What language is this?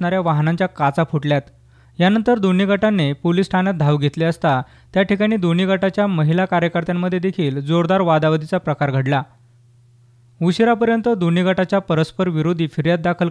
Marathi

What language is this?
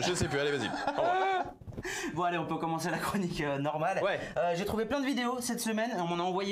French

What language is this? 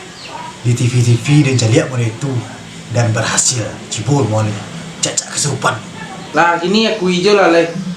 Minangkabau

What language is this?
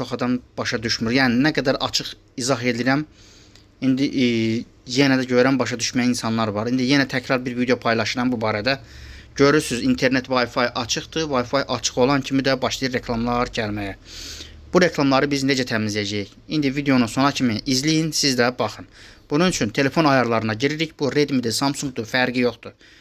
Azerbaijani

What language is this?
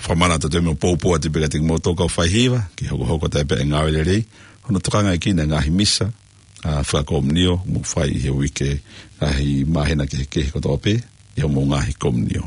Tongan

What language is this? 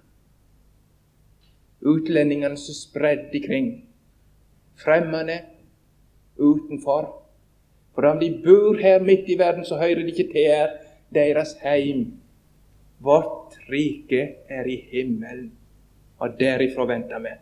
Norwegian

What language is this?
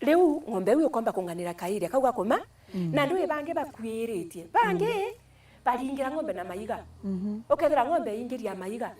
Meru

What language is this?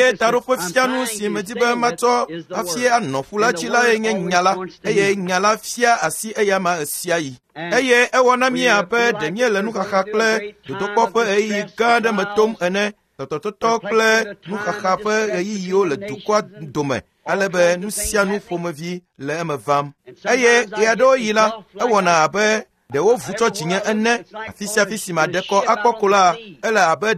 Ewe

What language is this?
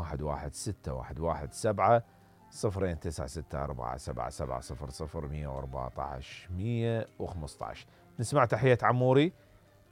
Mesopotamian Arabic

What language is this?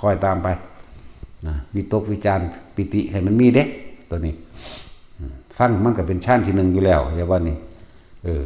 Northeastern Thai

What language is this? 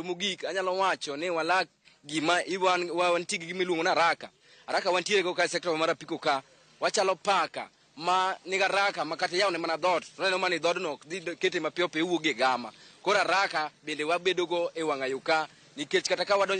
Luo (Kenya and Tanzania)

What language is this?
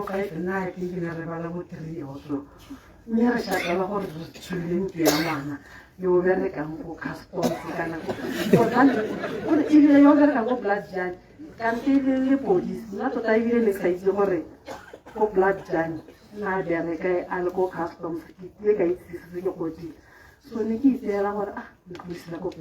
Tswana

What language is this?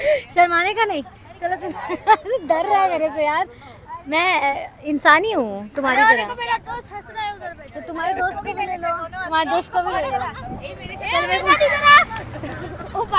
Hindi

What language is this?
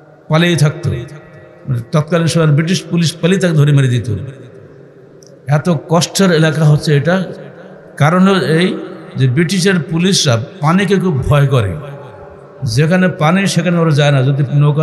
Bangla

